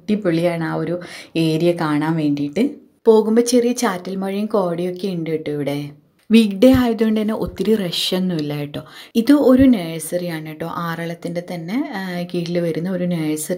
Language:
Malayalam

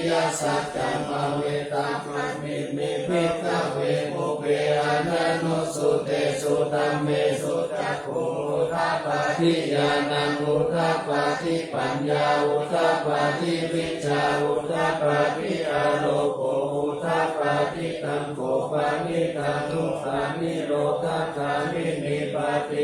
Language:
Pali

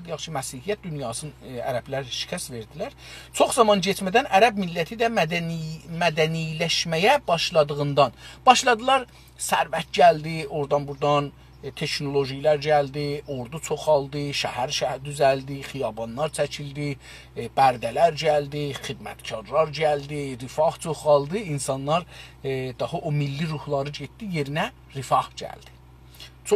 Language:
South Azerbaijani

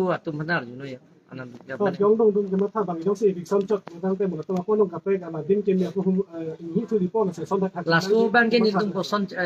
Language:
Karbi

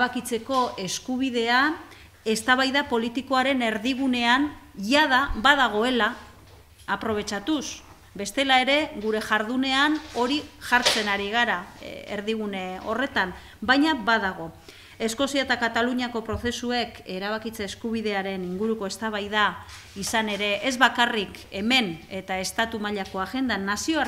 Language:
Basque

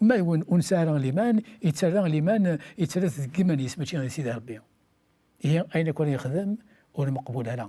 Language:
Kabyle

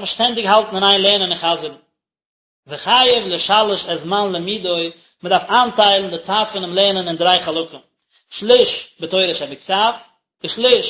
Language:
Yiddish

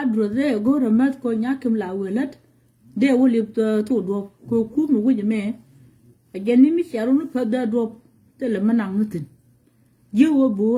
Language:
Nuer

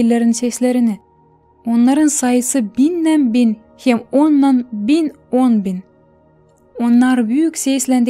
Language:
Gagauz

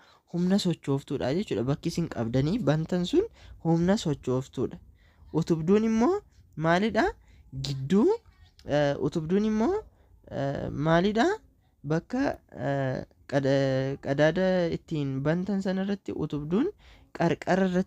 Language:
Oromo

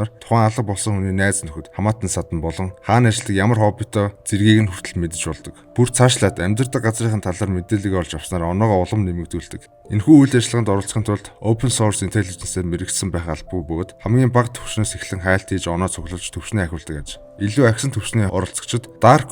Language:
Mongolian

